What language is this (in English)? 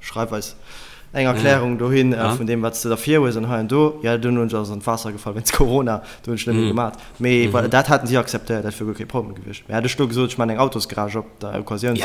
Luxembourgish